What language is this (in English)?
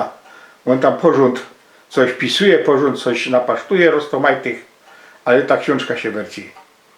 Silesian